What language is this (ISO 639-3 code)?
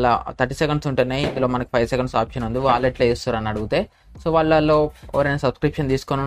tel